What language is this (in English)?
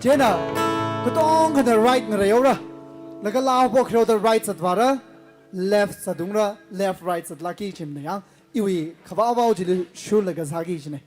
Tangkhul Naga (India)